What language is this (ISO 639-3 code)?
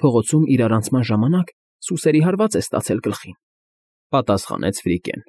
hye